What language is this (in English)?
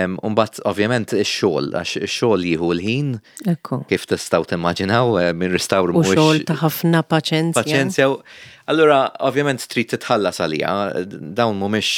Maltese